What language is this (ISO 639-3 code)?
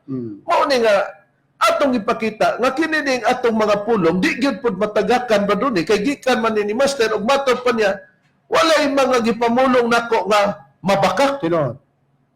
ceb